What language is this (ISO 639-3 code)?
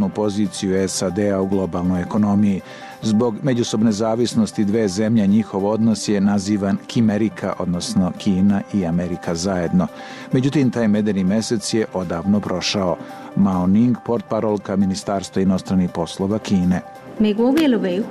srp